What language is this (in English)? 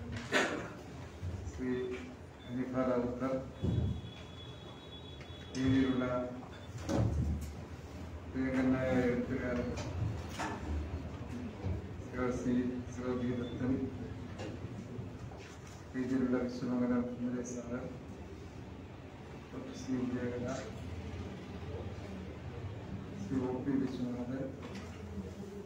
Malayalam